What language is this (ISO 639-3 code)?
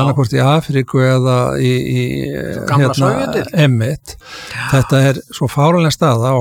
isl